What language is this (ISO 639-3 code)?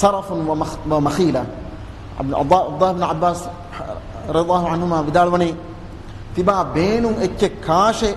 div